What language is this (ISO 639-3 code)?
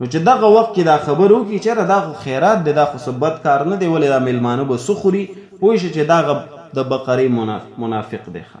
pus